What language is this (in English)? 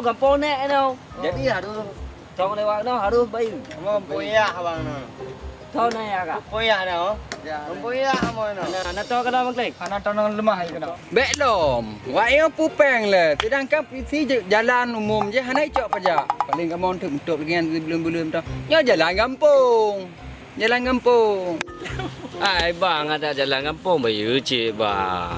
Achinese